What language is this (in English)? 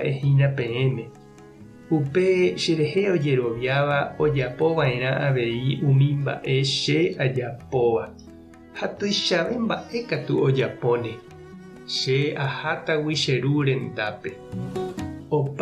Guarani